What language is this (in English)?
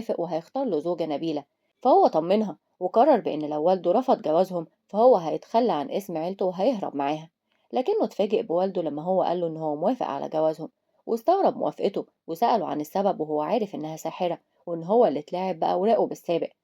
Egyptian Arabic